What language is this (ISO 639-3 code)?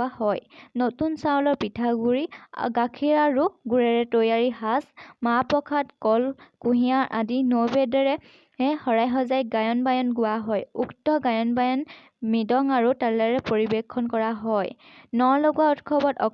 asm